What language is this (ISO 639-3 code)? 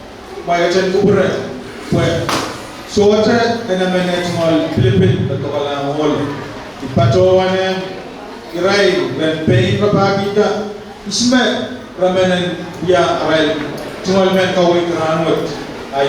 pon